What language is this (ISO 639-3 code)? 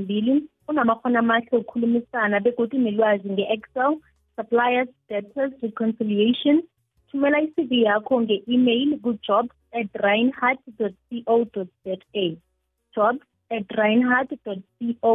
nbl